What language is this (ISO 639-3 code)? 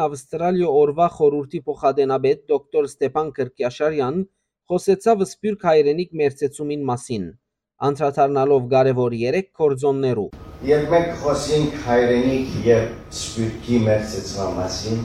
hyw